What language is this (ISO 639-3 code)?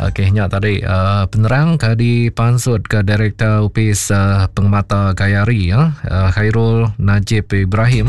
iba